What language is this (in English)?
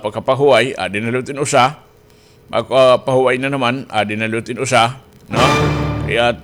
Waray